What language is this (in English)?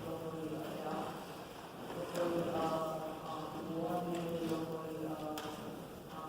Hawaiian